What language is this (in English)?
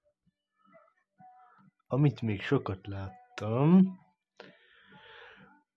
Hungarian